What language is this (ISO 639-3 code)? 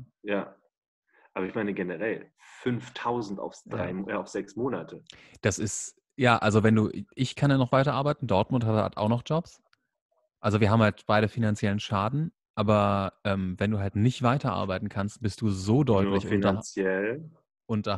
deu